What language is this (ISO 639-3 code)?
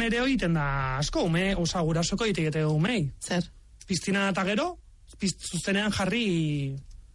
eus